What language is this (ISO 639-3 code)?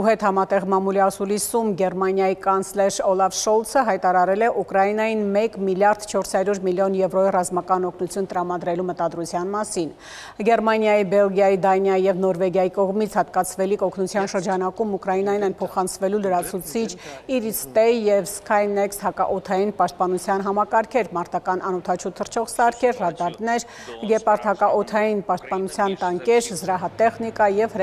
hye